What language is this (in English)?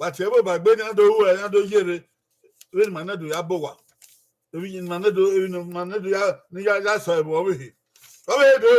Bini